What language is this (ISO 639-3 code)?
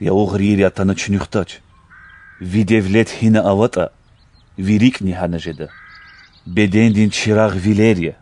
lez